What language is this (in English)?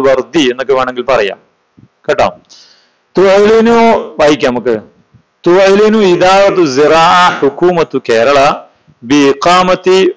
Malayalam